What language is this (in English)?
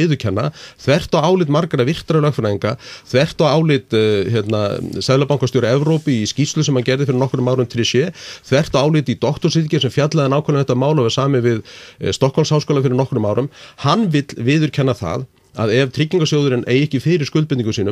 Icelandic